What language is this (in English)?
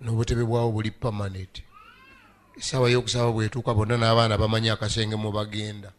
Ganda